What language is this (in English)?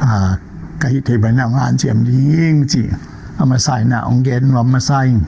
Tedim Chin